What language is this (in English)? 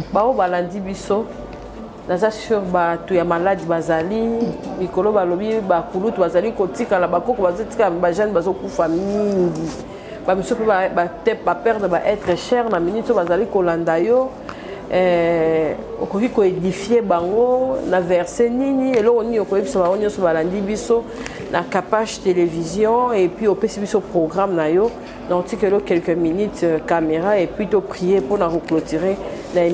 Lingala